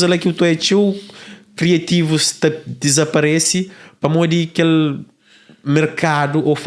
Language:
Kabuverdianu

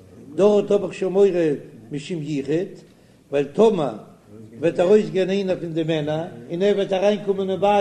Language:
Yiddish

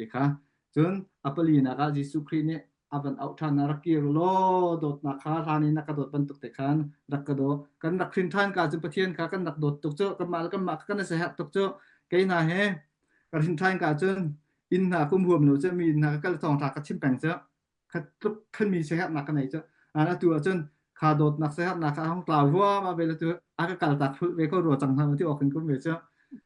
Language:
Hakha Chin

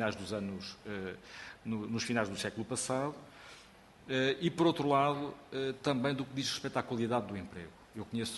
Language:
Portuguese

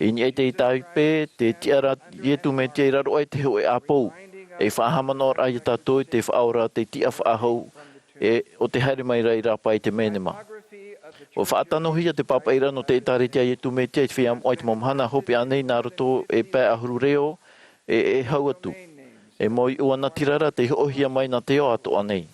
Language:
Tahitian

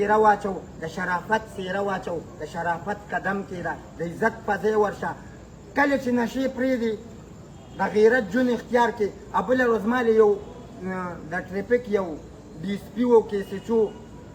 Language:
Pashto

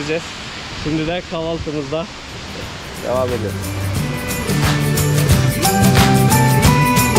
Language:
Turkish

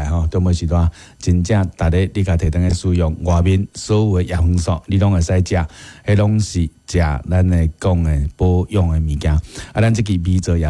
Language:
Min Nan Chinese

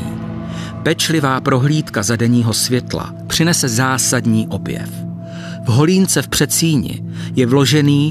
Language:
Czech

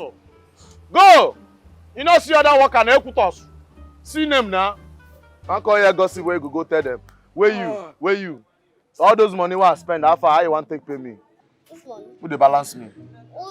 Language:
Nigerian Pidgin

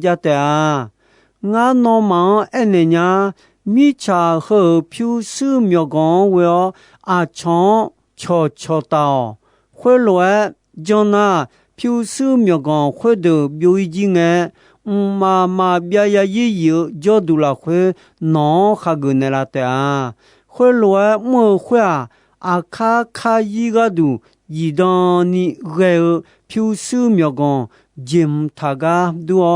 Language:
Akha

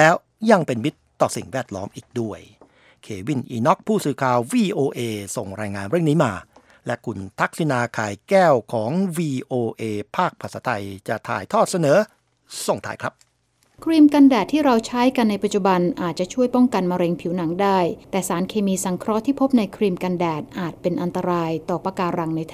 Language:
Thai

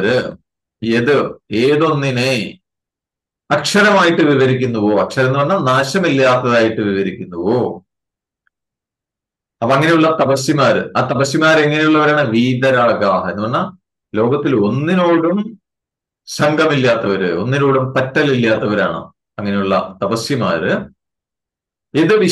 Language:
Malayalam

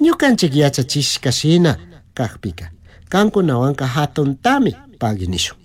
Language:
Chimborazo Highland Quichua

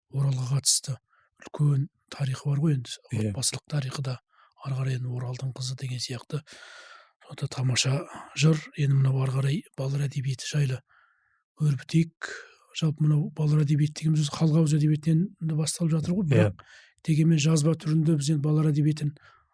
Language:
Kazakh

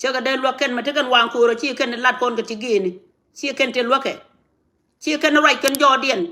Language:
Nuer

